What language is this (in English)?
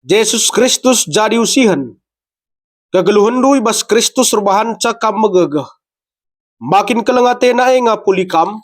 Batak Karo